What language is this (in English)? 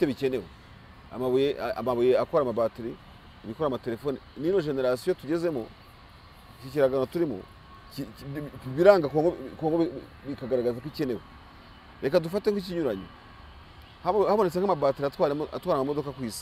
Kinyarwanda